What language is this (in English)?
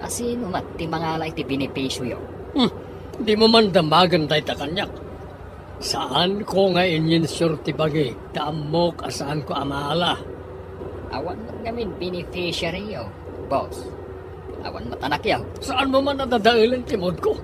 Iloko